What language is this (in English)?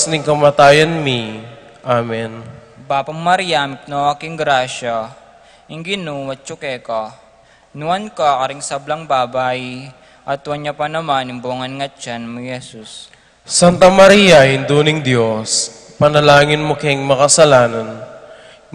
Pampanga